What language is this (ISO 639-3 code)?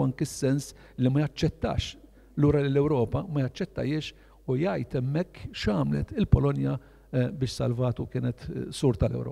mlt